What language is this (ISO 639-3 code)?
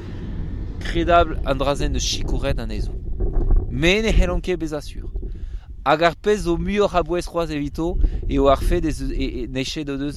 bre